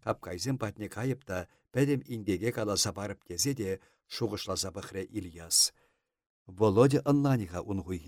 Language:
Chuvash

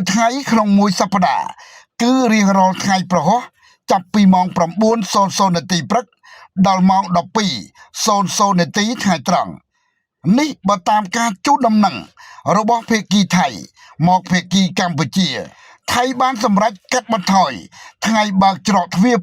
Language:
Khmer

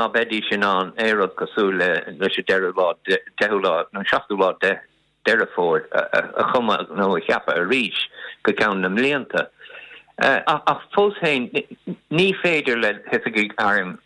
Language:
Irish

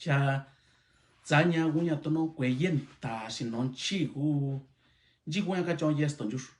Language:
Mixtepec Mixtec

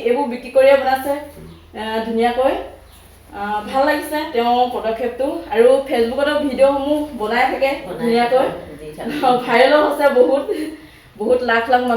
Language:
Assamese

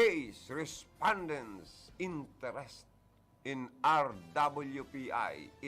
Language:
Bikol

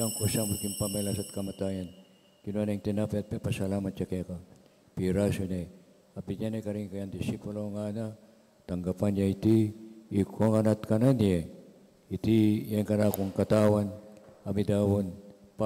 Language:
Pampanga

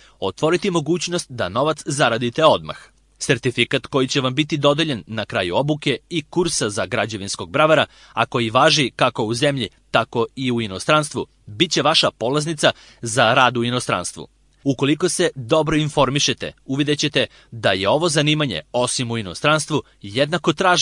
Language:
Serbian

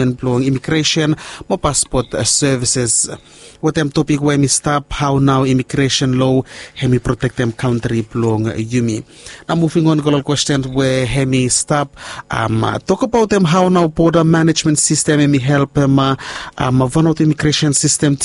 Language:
Bislama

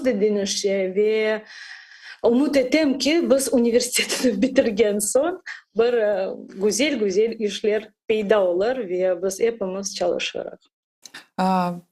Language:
Crimean Tatar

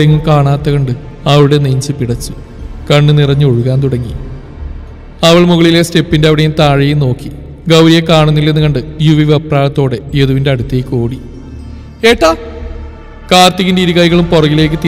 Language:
Malayalam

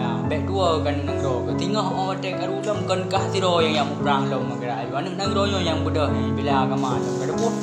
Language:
Achinese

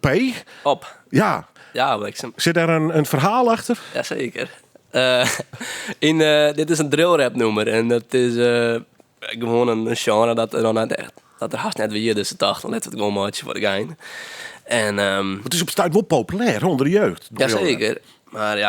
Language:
Western Frisian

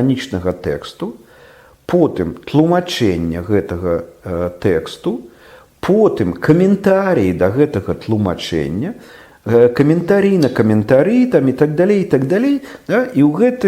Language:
Belarusian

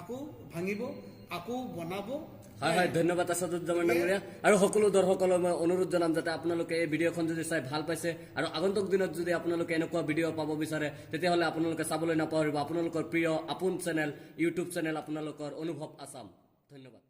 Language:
Assamese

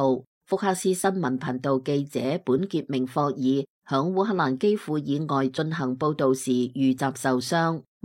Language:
Cantonese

